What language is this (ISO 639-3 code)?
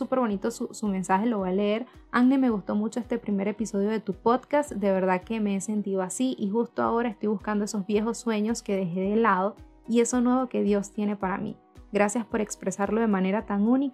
spa